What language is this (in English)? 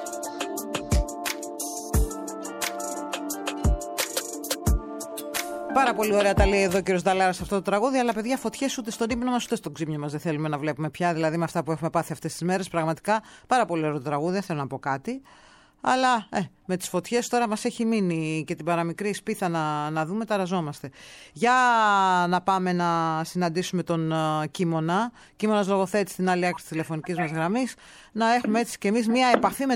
Greek